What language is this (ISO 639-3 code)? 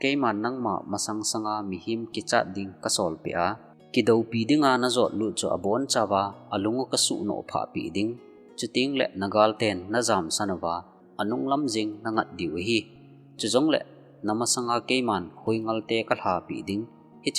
tcz